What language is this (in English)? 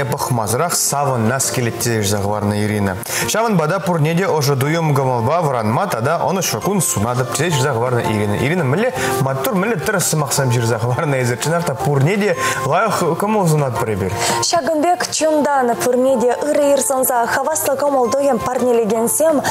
Chuvash